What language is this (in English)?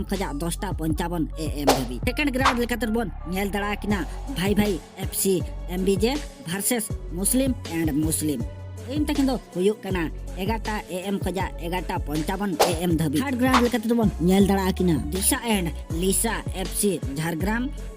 Santali